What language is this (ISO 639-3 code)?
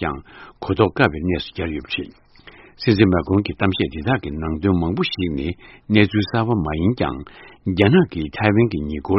bod